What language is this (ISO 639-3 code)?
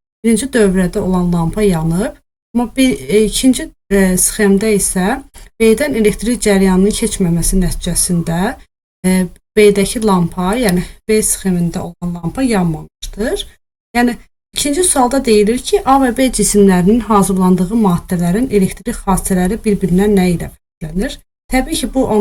aze